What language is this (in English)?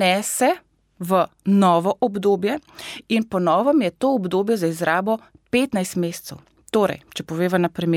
Slovenian